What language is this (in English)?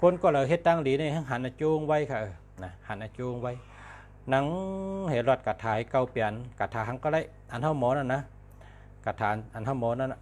Shan